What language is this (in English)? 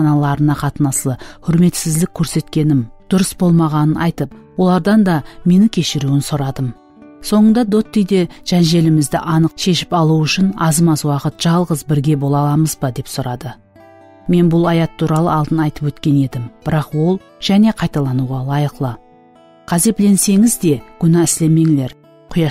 Kara-Kalpak